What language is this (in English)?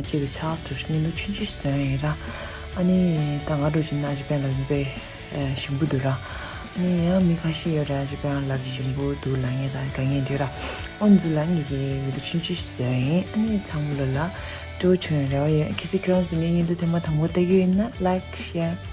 Tibetan